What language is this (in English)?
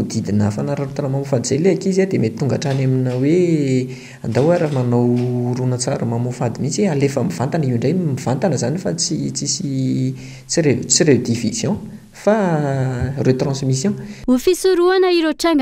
Malagasy